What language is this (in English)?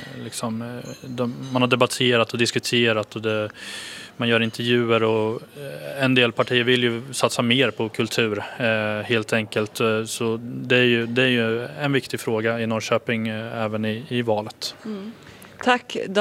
Swedish